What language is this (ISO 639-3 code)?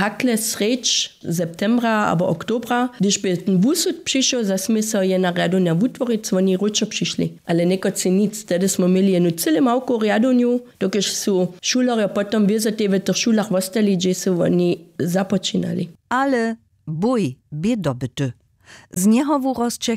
hsb